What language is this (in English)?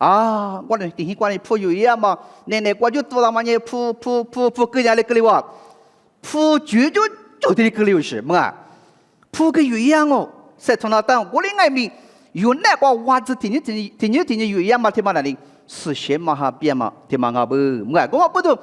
Lisu